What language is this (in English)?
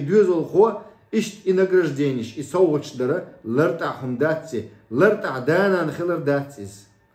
Chechen